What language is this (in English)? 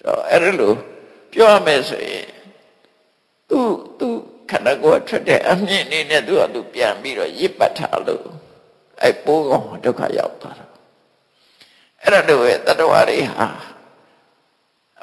Burmese